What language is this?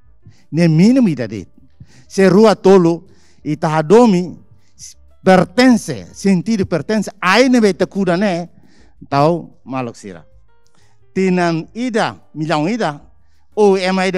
Tetum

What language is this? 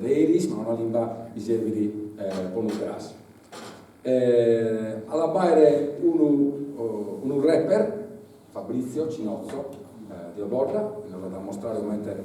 Sardinian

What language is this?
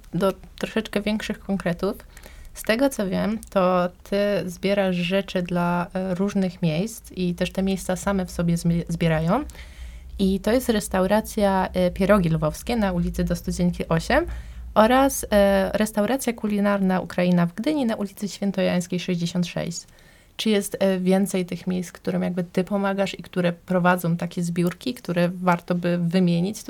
Polish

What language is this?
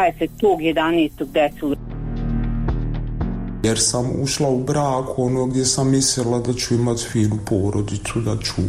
Bosnian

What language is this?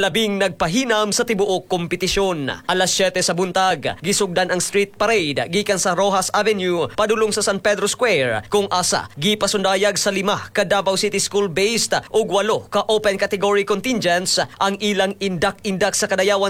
Cebuano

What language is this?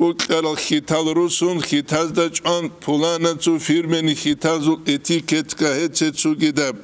Avaric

